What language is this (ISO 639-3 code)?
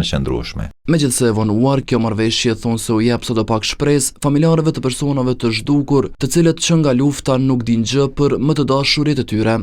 sqi